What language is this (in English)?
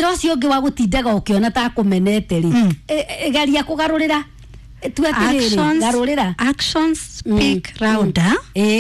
Kikuyu